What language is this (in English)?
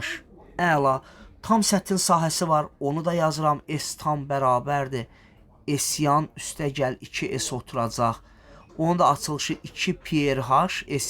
Azerbaijani